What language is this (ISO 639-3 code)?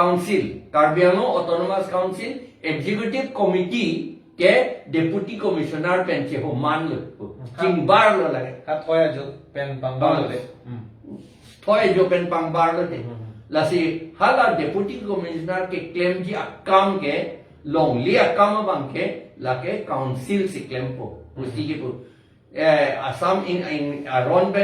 mjw